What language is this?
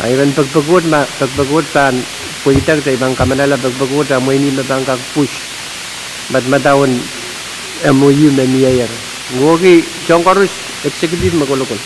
Pohnpeian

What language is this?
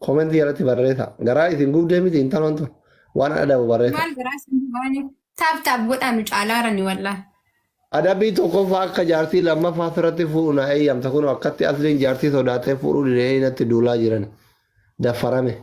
Oromo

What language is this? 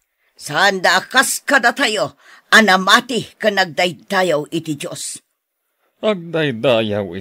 Iloko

